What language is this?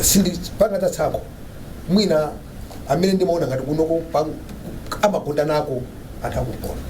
Nyanja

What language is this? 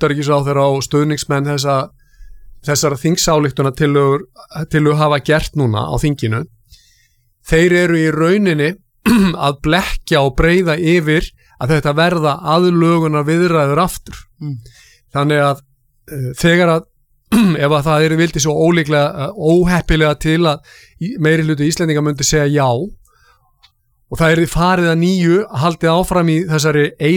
Icelandic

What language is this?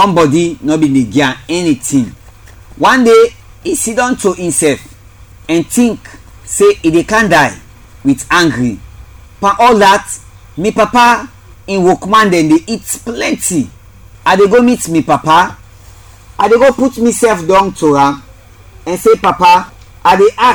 Krio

